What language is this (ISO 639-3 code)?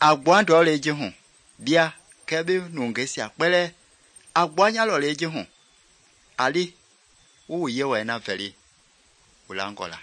men